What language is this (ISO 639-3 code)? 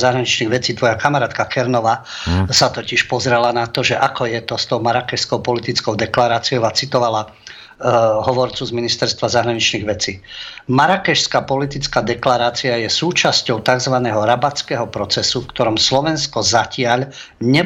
slk